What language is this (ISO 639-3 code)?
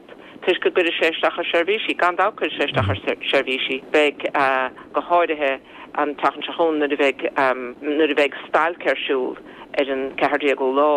gle